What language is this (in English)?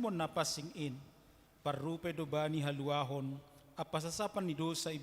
Batak Simalungun